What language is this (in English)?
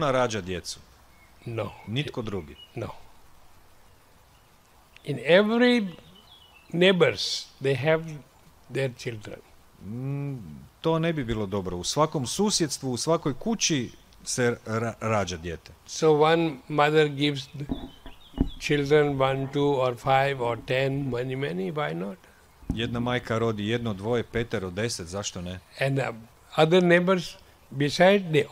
Croatian